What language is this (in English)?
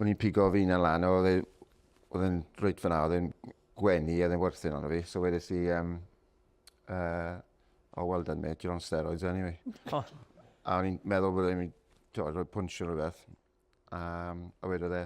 Welsh